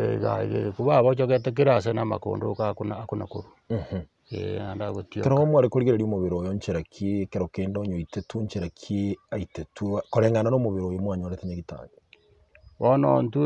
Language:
Gusii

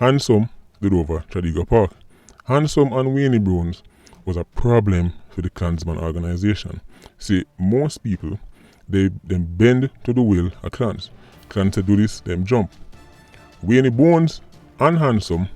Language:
Jamaican Creole English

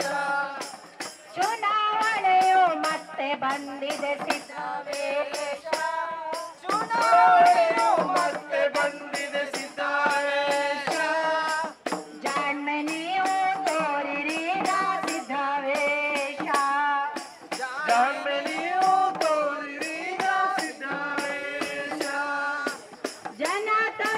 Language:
Kannada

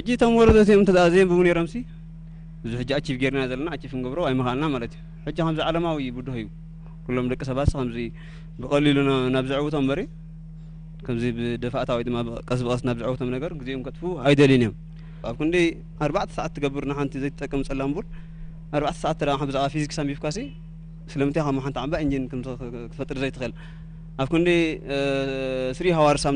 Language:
Tigrinya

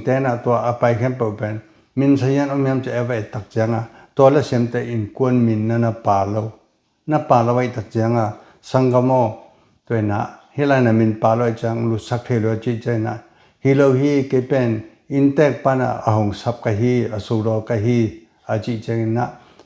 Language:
Tedim Chin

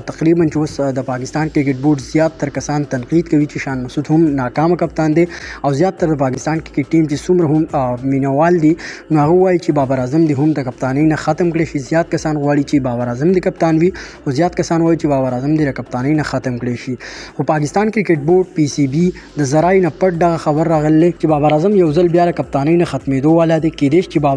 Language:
Pashto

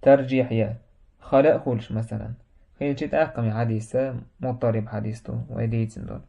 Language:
Chechen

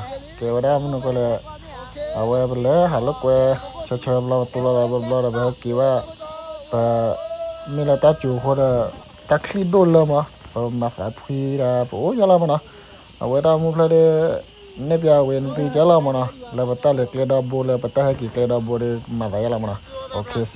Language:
S'gaw Karen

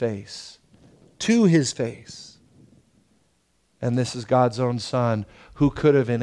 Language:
English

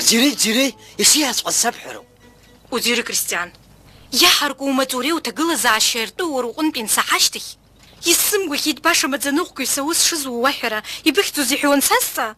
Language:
Abkhazian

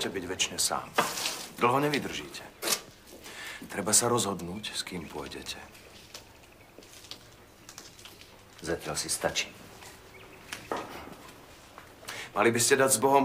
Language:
Slovak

